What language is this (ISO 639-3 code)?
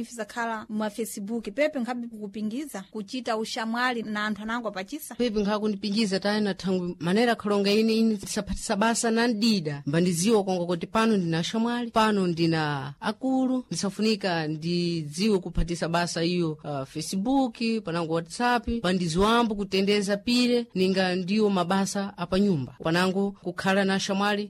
seh